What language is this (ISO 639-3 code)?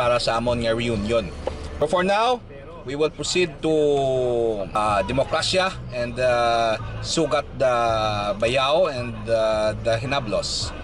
hil